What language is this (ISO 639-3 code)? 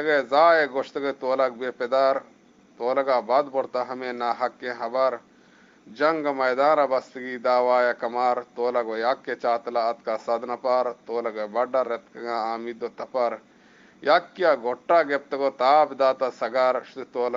bgp